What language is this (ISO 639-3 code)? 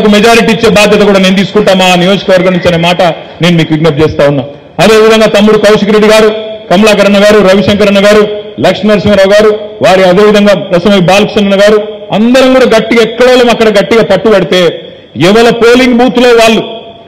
tel